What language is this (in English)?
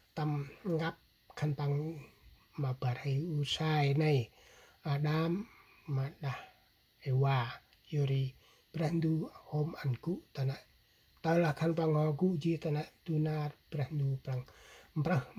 Central Mnong